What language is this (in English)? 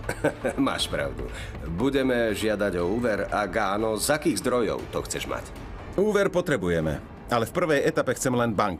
Slovak